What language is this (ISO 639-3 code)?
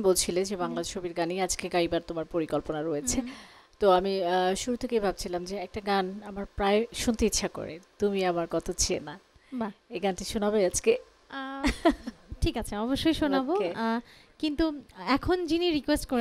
ben